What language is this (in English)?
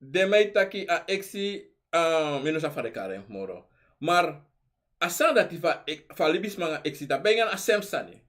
Sranan Tongo